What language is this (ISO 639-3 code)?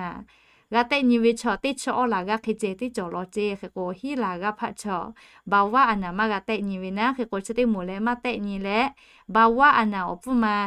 lhu